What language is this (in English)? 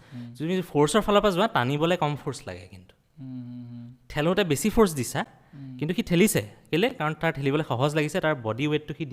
Assamese